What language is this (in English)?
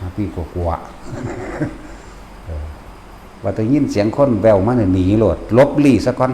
Northeastern Thai